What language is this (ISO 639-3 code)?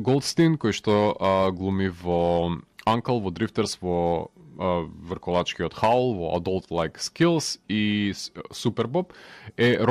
mkd